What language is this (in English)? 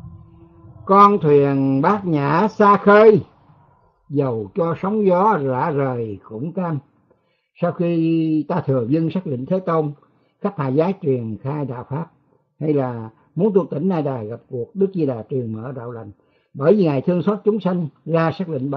Vietnamese